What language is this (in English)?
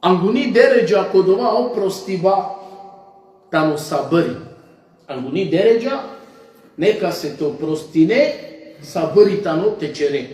Balkan Romani